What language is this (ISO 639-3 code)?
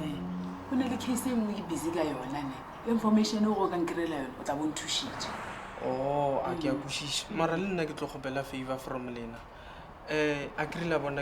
nso